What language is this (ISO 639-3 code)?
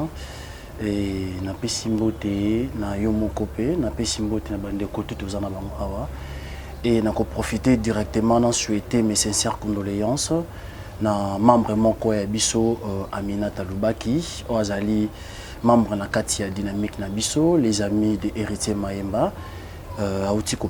lin